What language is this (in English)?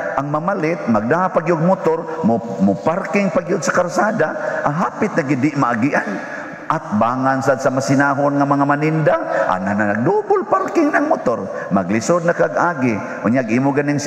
Cebuano